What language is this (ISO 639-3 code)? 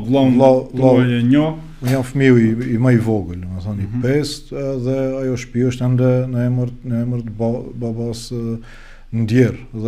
sqi